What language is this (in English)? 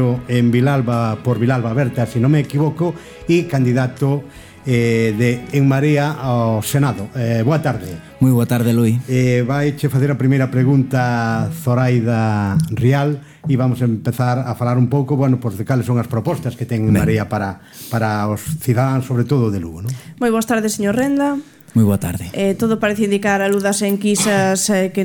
Galician